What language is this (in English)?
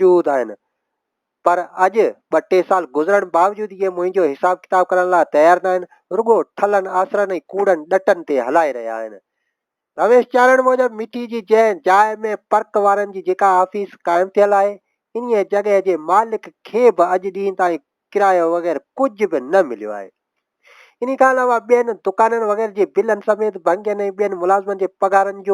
Sindhi